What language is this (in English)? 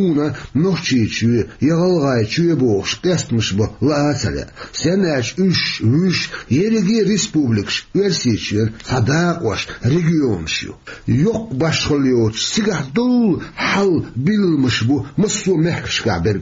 Chechen